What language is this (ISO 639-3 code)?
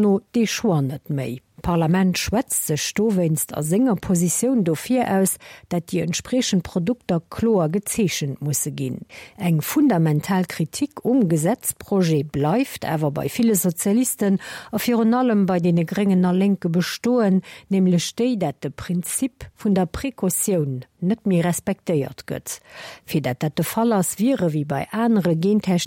ltz